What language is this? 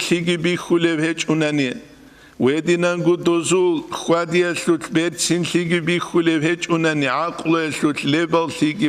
Avaric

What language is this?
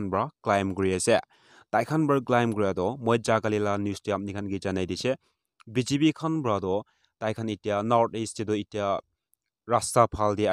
Naga Pidgin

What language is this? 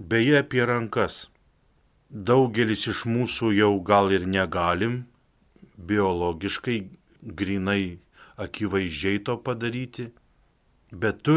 Lithuanian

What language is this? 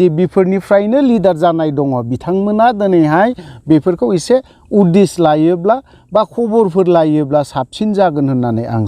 Bodo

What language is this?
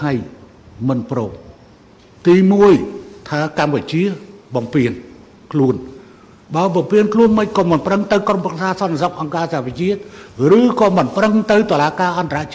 Khmer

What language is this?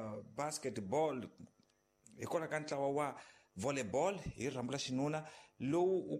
Tsonga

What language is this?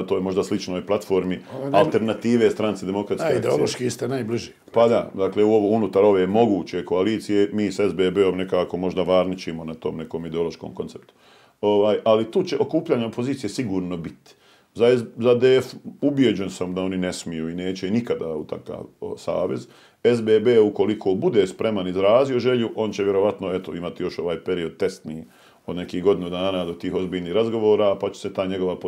Bosnian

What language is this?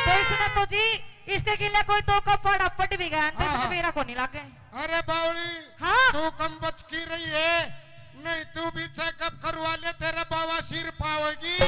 Haryanvi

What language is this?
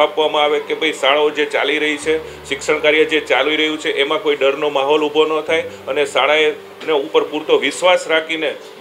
Gujarati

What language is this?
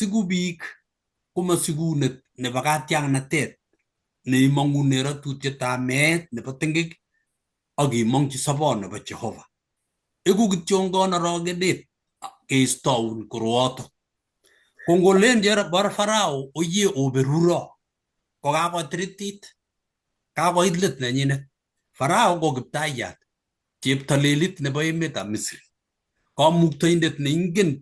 Kalenjin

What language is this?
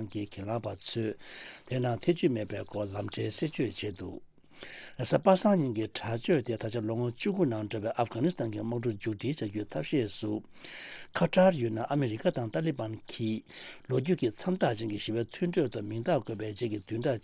Tibetan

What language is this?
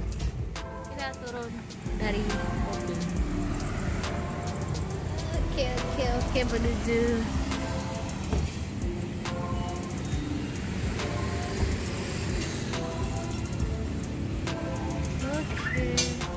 Indonesian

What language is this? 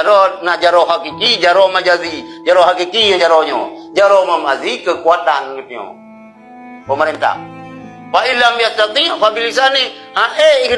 Achinese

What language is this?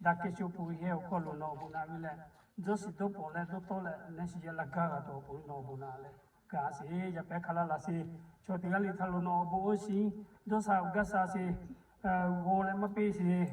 Lahu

